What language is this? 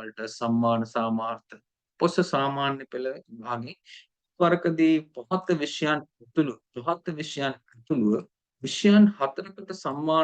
Sinhala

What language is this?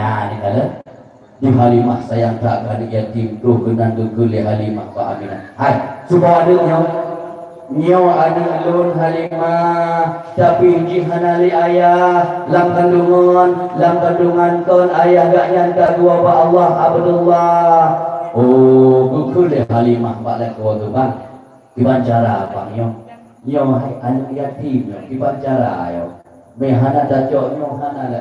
Achinese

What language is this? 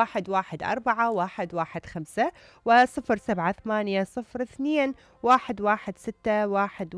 Mesopotamian Arabic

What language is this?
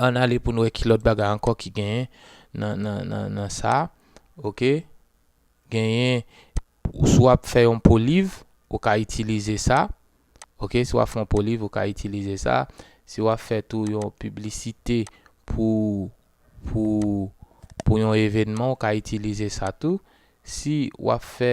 Haitian Creole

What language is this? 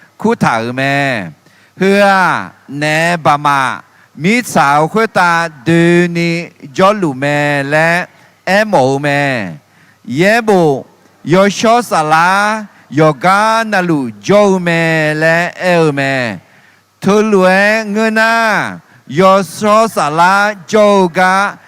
Akha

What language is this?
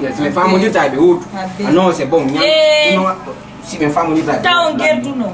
Fula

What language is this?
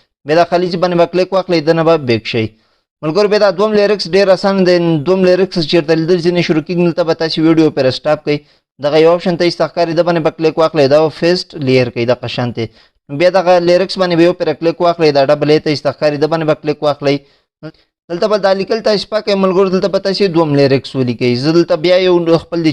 Pashto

